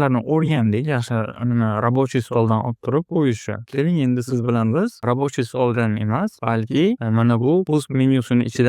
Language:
Uzbek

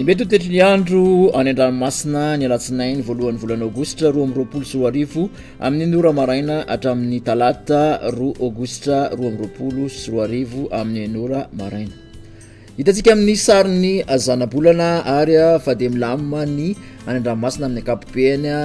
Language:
Malagasy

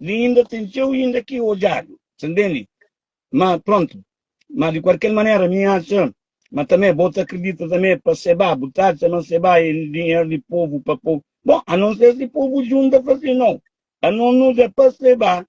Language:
Kabuverdianu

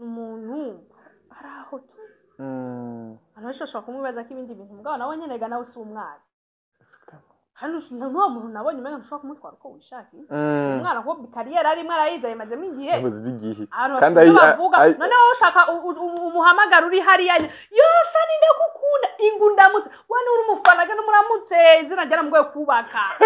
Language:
Rundi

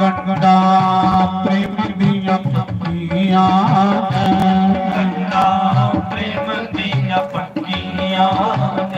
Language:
Dogri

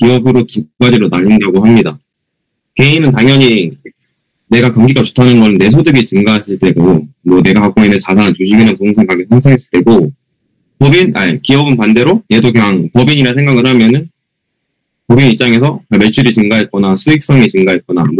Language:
Korean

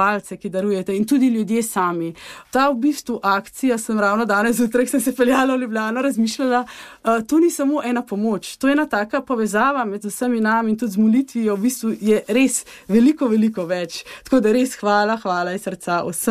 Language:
Slovenian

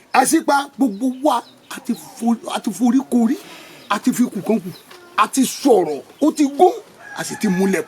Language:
Yoruba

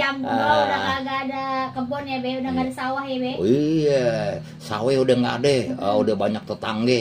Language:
Betawi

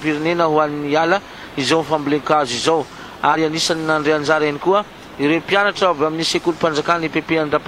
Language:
Malagasy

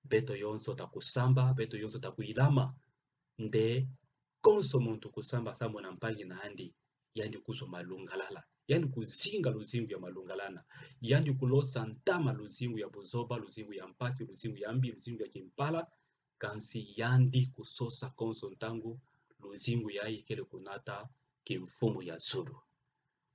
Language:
Kituba (Democratic Republic of Congo)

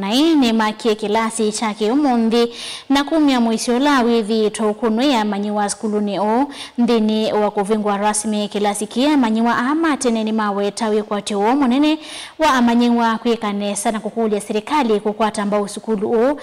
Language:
Kamba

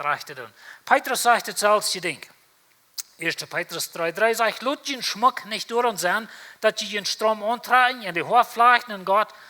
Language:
Plautdietsch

